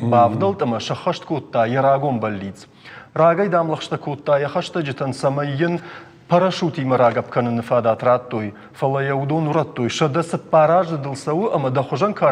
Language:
Ossetic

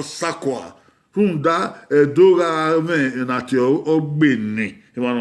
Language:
Bini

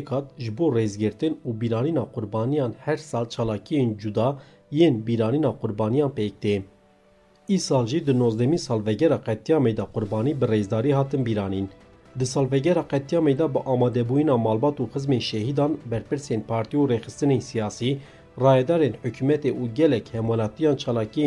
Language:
Kurdish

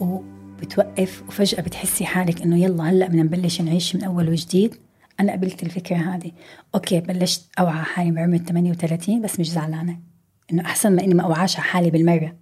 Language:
North Levantine Arabic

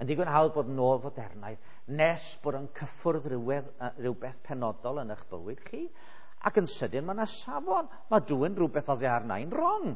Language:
Welsh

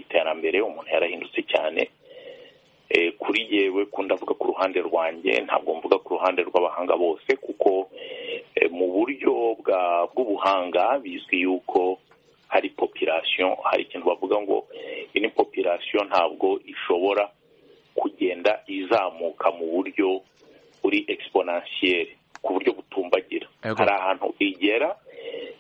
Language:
Kinyarwanda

